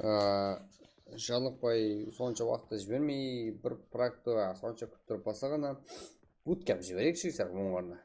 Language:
Kara-Kalpak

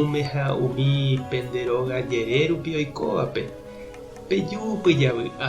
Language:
Guarani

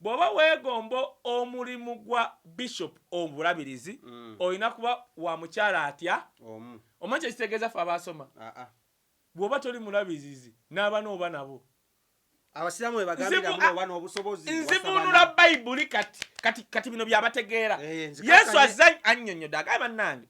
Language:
Ganda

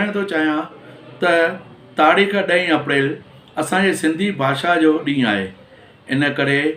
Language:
Sindhi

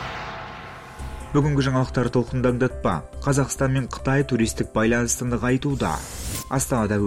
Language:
Kazakh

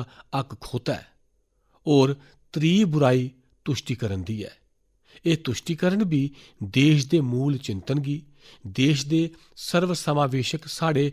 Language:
Dogri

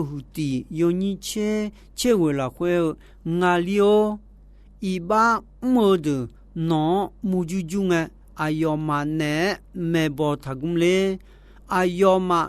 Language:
Akha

